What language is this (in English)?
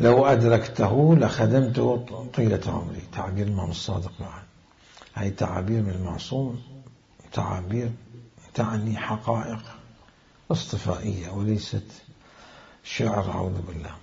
Mesopotamian Arabic